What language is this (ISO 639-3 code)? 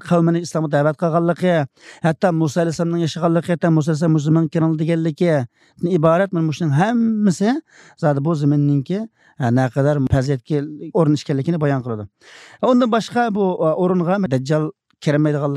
uig